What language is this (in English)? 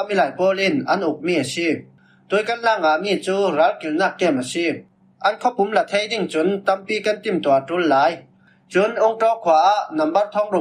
Falam Chin